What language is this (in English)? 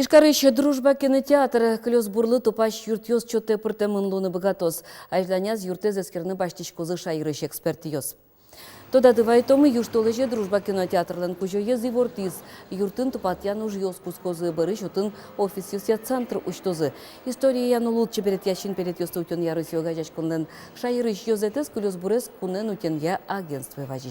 Udmurt